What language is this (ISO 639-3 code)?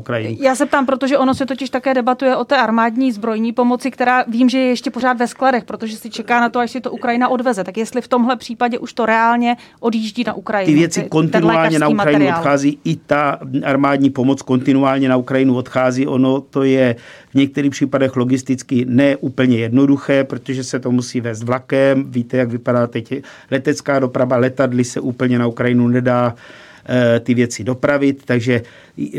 ces